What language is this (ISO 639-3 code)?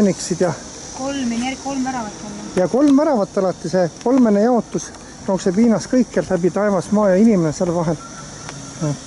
est